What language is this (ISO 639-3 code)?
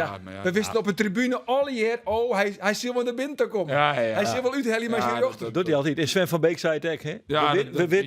fry